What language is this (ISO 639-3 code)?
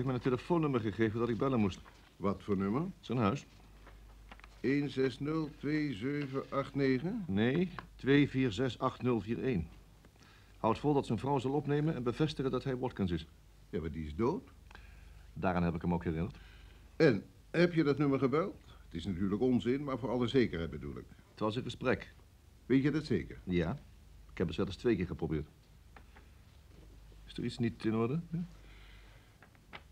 nld